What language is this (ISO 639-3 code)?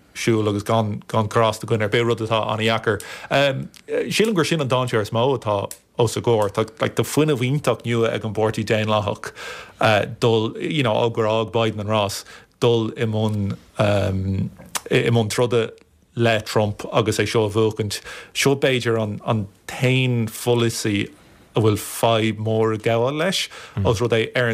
gle